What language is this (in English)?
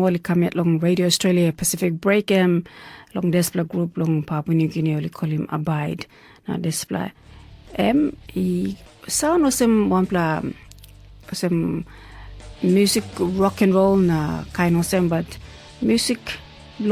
Tok Pisin